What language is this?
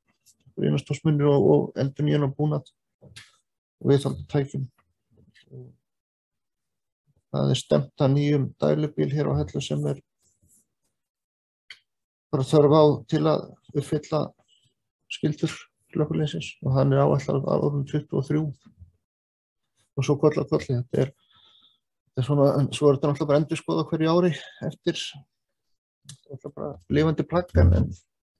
Icelandic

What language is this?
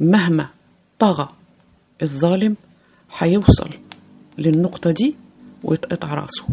Egyptian Arabic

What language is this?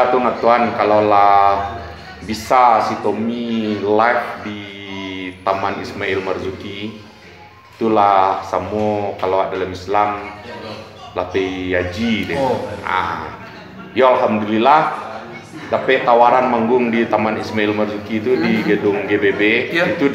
Minangkabau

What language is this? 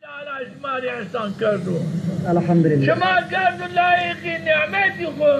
Zaza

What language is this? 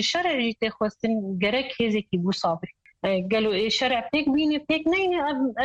Kurdish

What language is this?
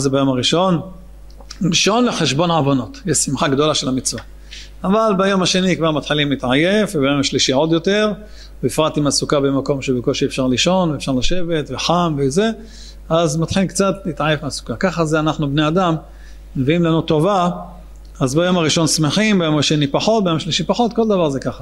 Hebrew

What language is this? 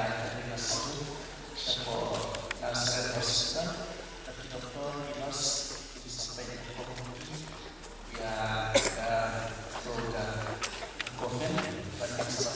Khasi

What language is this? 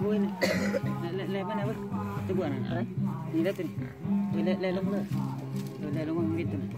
Lao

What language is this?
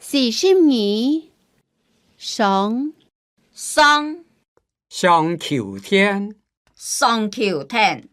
Hakka Chinese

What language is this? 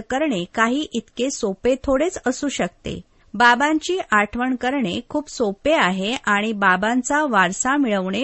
Marathi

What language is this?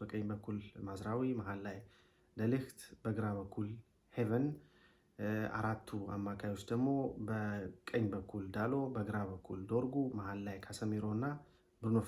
Amharic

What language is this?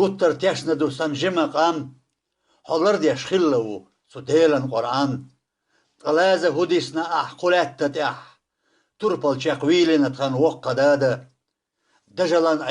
Chechen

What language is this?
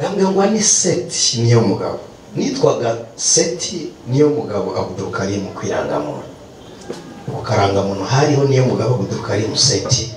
Kinyarwanda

